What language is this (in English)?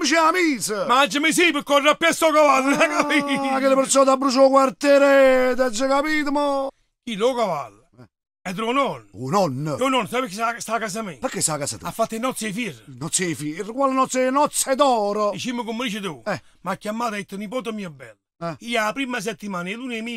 Neapolitan